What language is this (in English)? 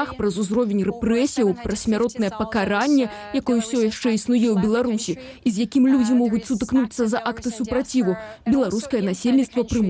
Belarusian